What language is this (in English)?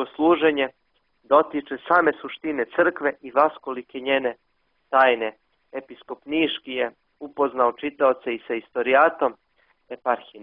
Serbian